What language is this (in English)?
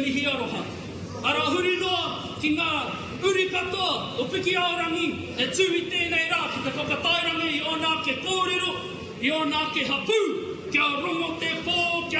Māori